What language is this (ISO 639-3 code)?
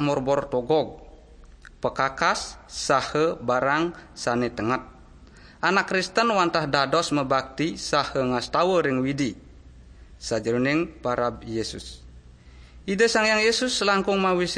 ban